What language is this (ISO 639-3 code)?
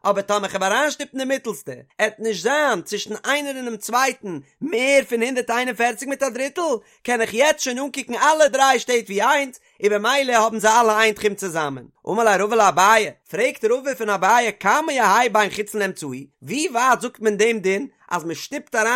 yid